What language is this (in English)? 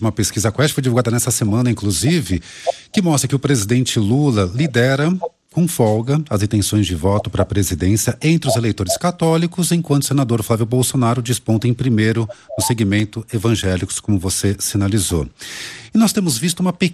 Portuguese